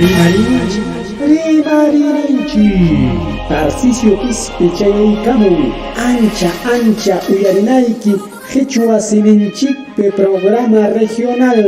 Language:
Ayacucho Quechua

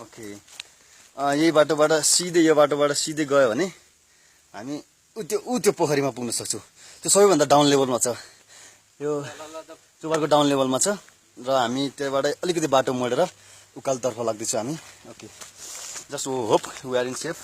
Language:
Nepali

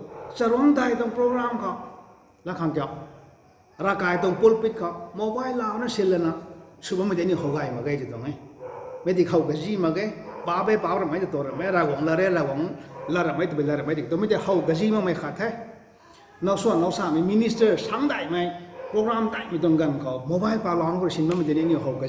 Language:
Rongmei Naga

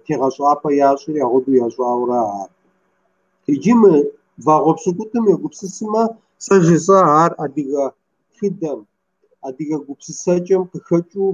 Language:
Kabardian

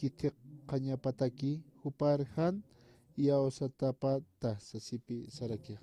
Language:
Aymara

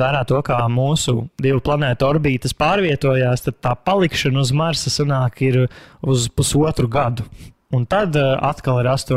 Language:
Latvian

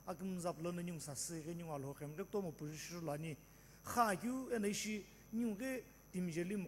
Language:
Sumi Naga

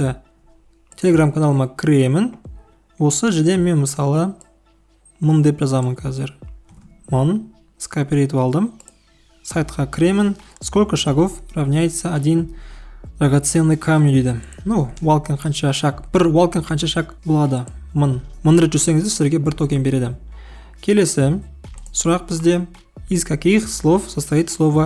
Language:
Kazakh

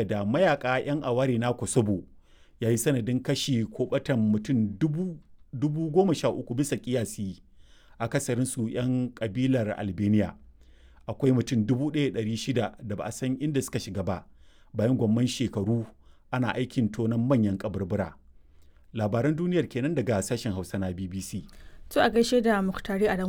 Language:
Hausa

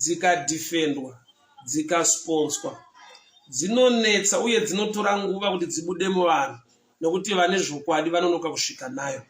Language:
Shona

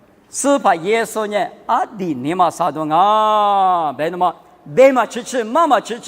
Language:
Lisu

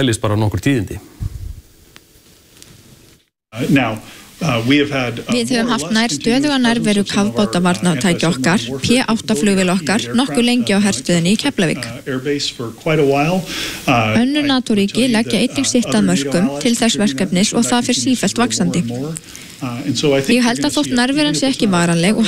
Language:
Icelandic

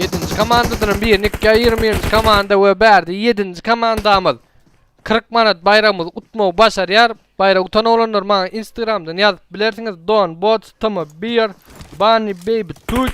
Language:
Turkmen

